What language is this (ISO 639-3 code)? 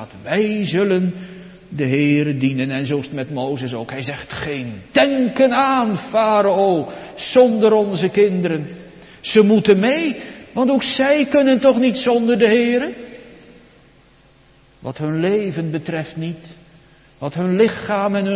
nld